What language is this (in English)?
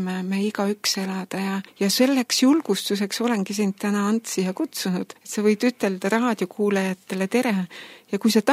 Estonian